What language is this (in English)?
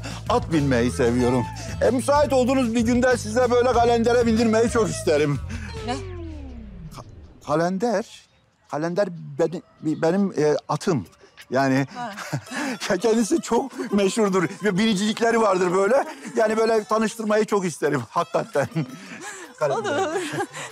Turkish